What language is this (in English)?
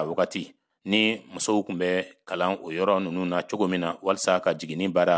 Bambara